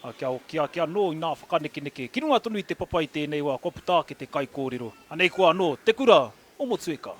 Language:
Māori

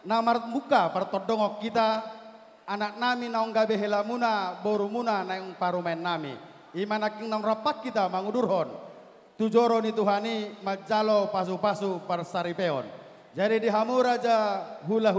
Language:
Batak Toba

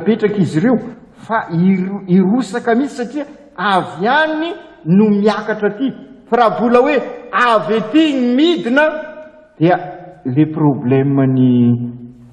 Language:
Malagasy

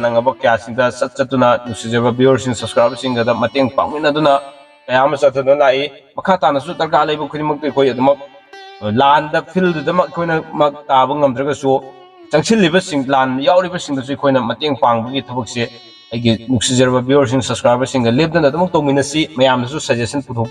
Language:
Manipuri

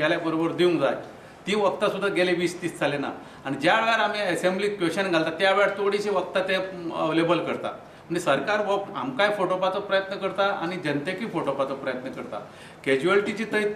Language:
Konkani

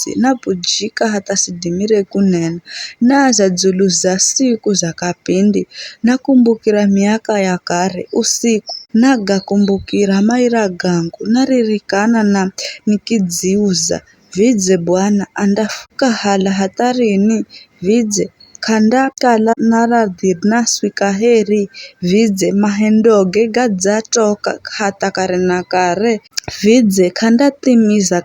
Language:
Giryama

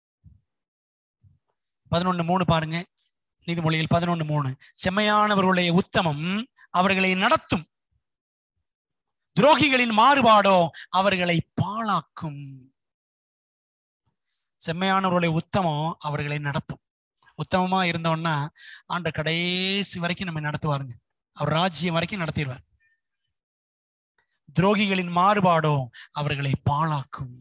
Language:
Tamil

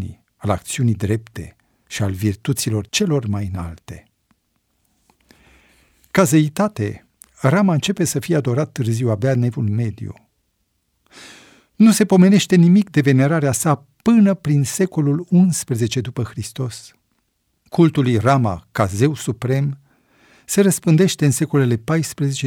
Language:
Romanian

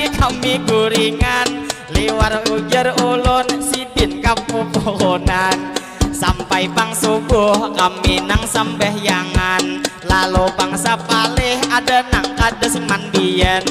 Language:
Banjar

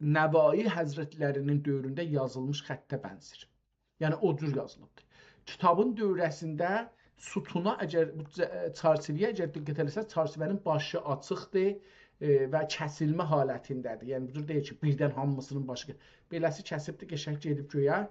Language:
South Azerbaijani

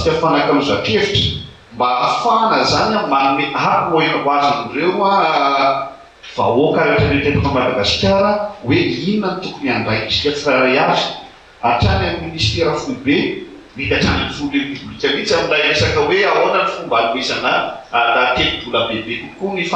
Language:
Malagasy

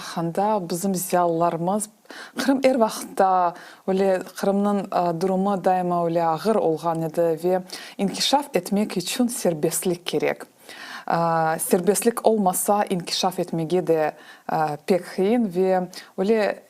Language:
Crimean Tatar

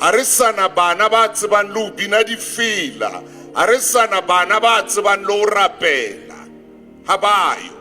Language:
Southern Sotho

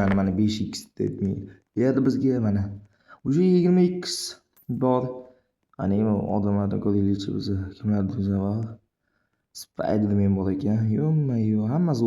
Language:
Uzbek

